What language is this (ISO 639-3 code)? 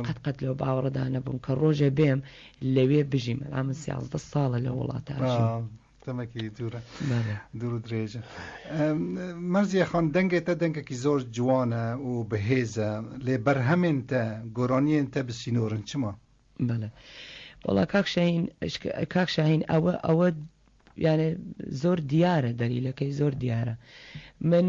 ckb